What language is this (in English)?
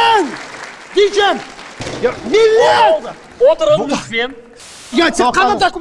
Crimean Tatar